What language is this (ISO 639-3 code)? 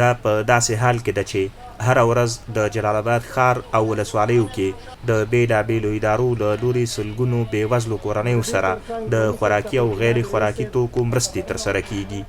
pus